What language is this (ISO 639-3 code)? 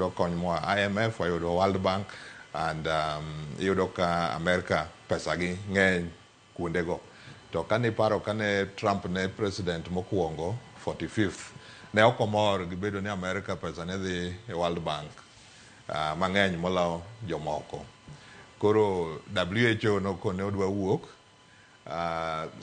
luo